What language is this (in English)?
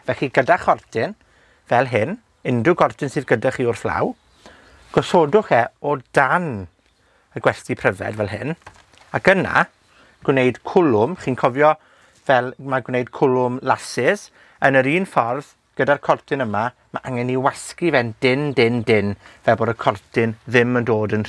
Welsh